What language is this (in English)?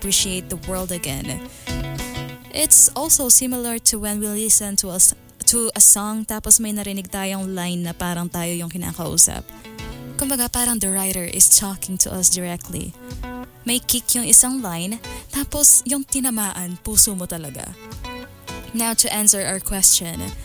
Filipino